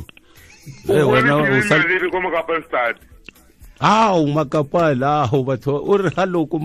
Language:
Tswana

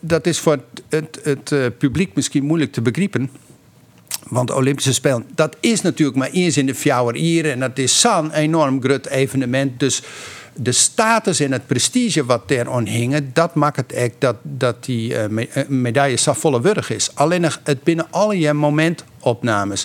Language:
Western Frisian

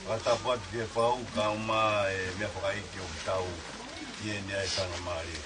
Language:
Tongan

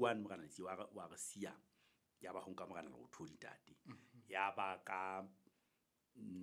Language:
Southern Sotho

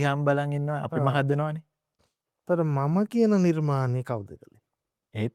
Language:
Sinhala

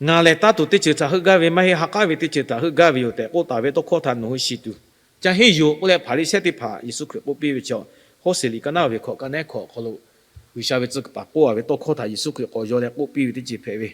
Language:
Lahu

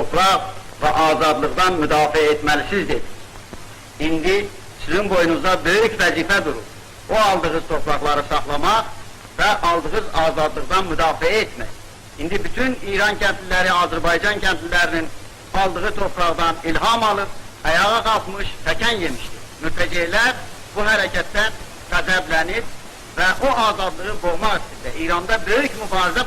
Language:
South Azerbaijani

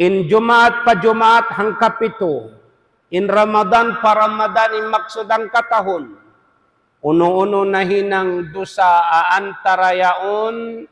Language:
Tausug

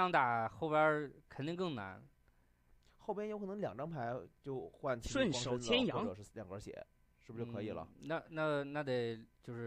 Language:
Chinese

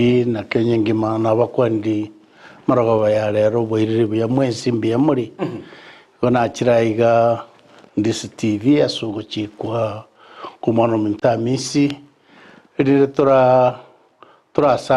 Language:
Gusii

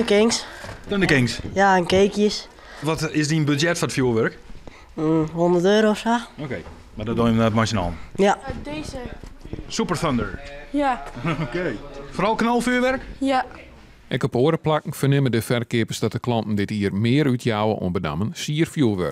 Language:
Western Frisian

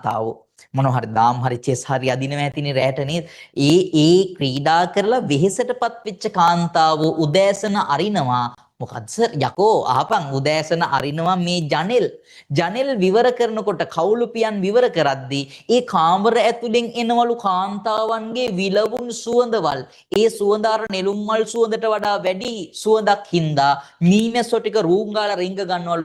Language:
Sinhala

